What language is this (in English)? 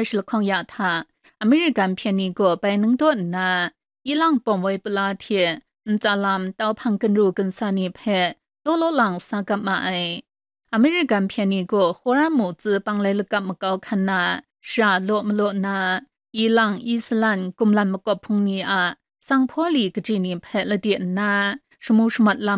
Kachin